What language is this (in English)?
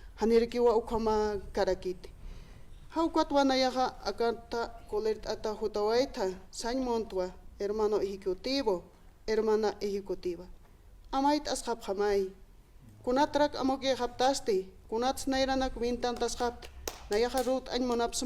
Aymara